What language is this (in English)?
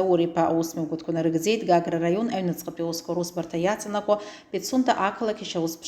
Abkhazian